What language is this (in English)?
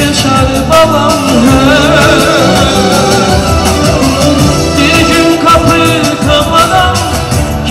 Azerbaijani